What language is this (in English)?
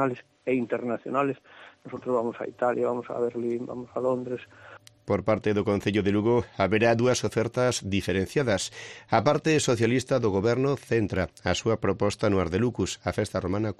Galician